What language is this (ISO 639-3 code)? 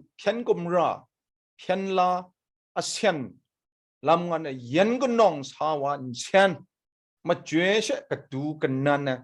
kac